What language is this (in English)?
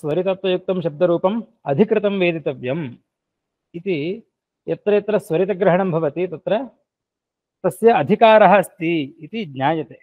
Sanskrit